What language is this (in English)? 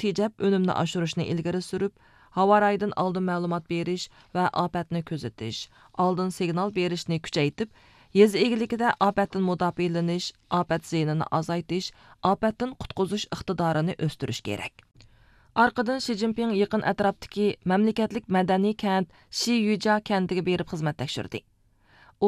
Uyghur